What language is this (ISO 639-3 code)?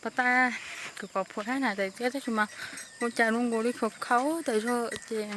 hmn